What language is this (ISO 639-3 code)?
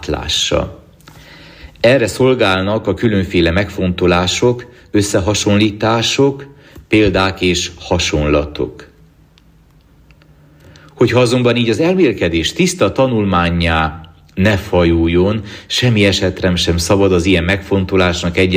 hun